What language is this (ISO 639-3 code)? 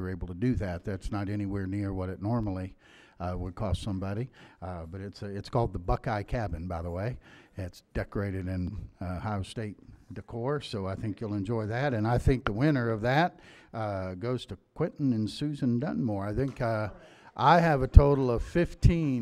eng